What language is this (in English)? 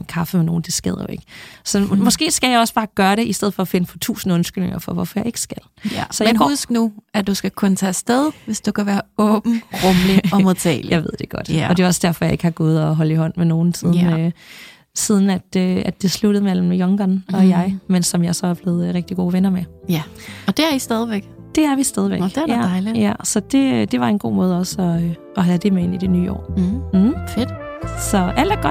Danish